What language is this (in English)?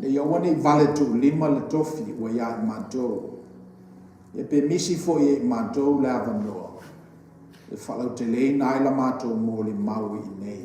Samoan